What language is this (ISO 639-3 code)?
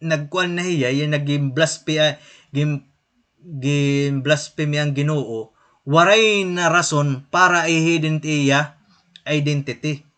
war